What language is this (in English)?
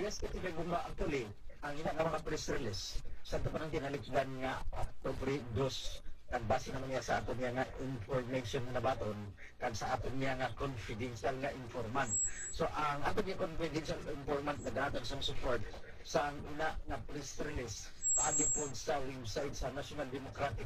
Hiligaynon